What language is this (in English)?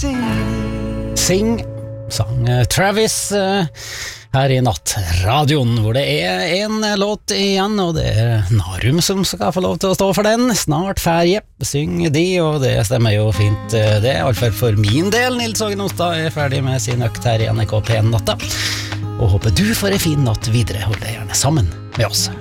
Norwegian